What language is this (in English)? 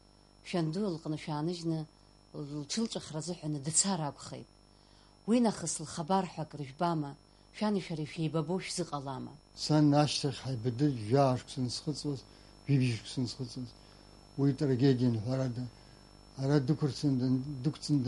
Abkhazian